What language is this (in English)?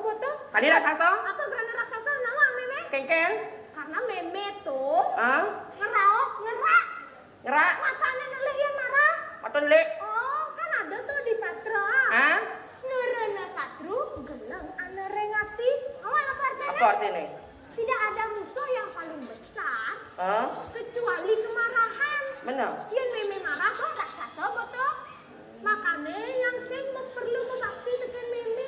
Balinese